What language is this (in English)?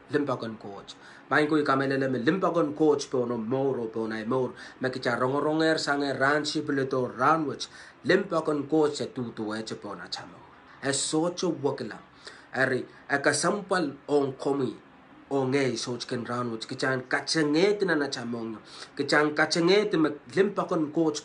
Pohnpeian